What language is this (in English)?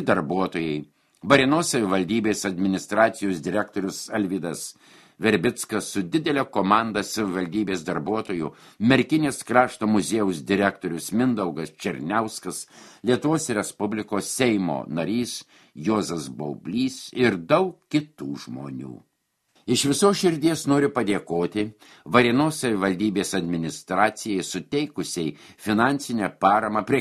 Lithuanian